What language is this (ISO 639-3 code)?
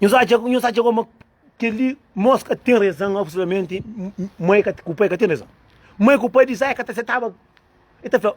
kea